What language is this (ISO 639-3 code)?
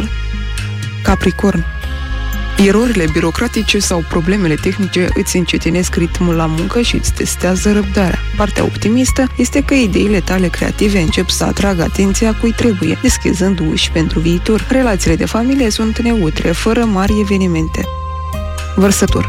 ron